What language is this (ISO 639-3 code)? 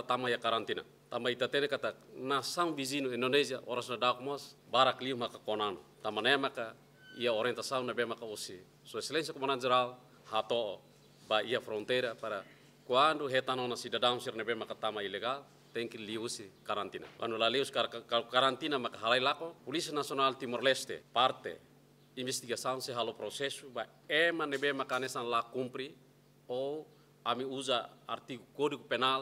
tet